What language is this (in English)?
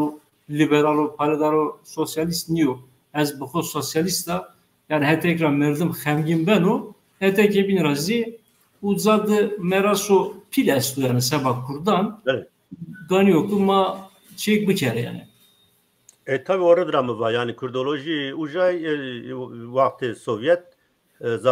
Zaza